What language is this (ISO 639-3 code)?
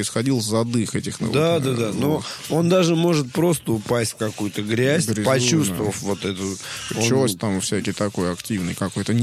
rus